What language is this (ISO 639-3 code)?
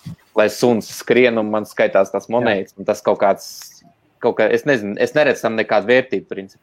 lav